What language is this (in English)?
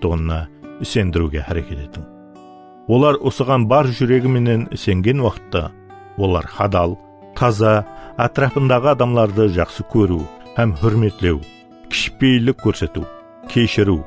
Kara-Kalpak